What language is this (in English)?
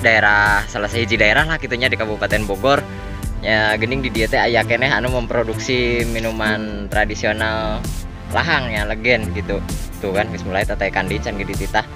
Sundanese